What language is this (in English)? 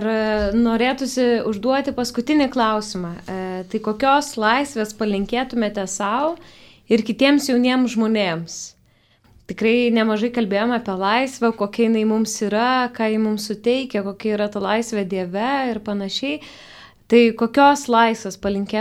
Lithuanian